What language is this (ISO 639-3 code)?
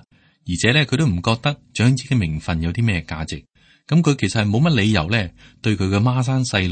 yue